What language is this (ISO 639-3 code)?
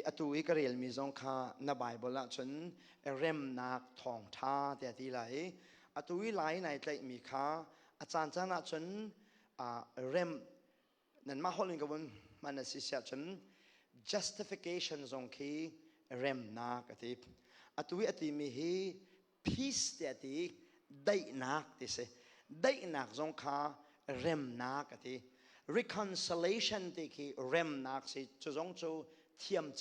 cnh